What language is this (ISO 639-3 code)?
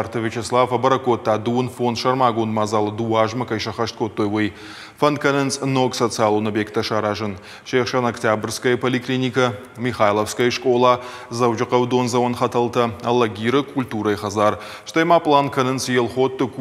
oss